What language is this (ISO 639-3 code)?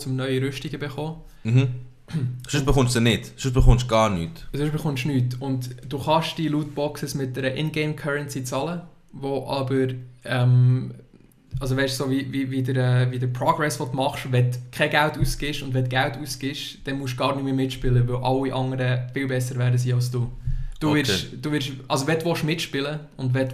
gsw